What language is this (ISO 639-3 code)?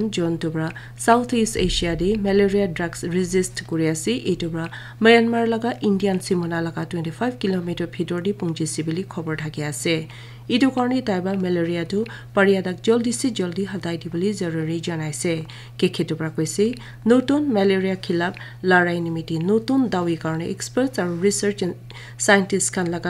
nag